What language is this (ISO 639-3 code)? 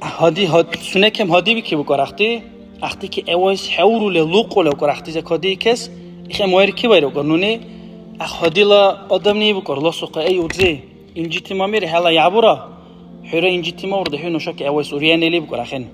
dar